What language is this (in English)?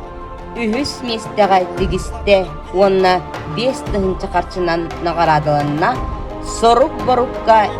Yakut